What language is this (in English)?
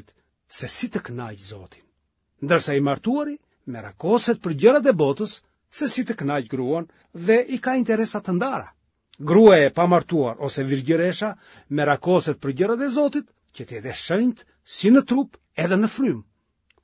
Albanian